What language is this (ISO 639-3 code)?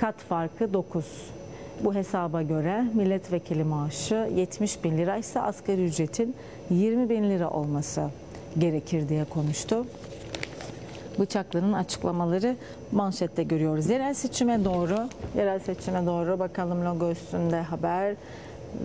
tur